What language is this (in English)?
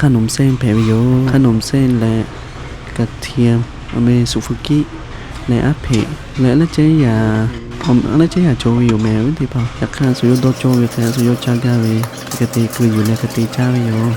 Lahu